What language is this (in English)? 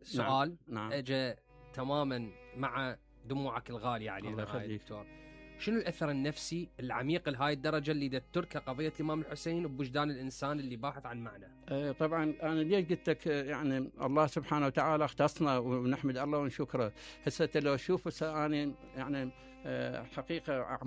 Mesopotamian Arabic